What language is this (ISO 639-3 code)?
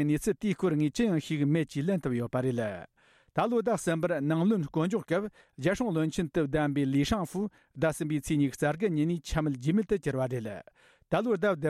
bod